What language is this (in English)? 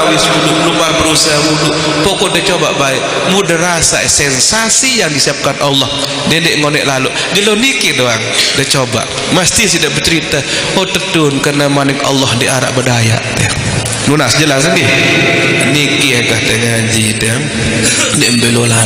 Sasak